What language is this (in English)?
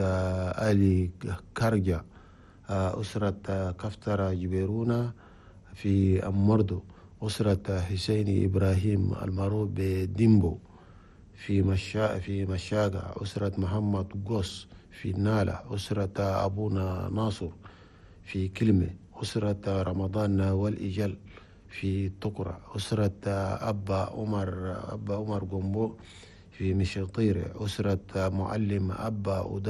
Chadian Arabic